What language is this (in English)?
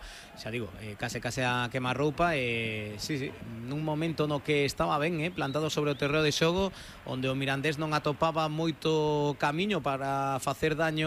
Galician